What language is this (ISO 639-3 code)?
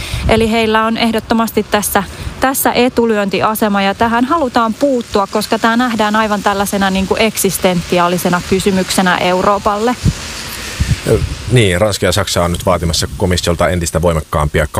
fin